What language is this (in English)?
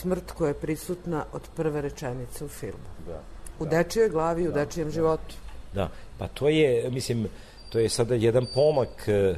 Serbian